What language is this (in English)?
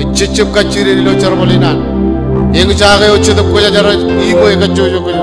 Marshallese